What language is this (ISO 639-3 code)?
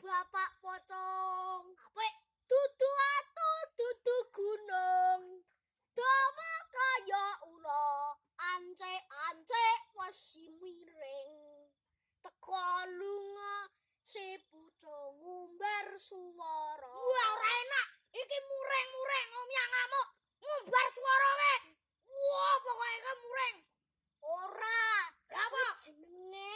jav